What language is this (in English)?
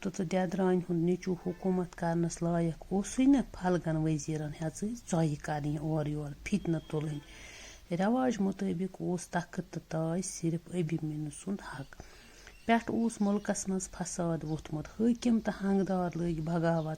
Kashmiri